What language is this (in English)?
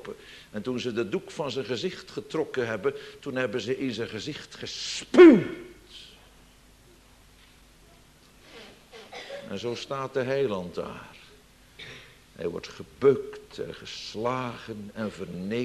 Dutch